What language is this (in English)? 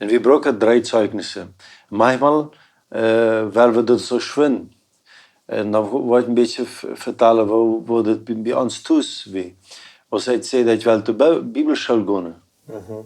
Plautdietsch